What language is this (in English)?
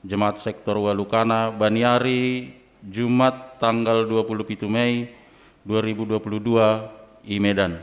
Batak Simalungun